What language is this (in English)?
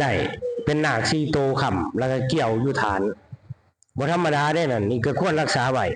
Northeastern Thai